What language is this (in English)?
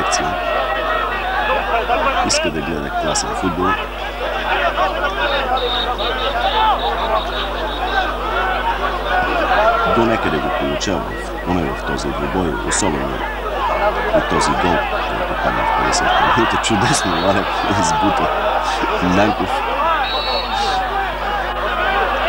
Bulgarian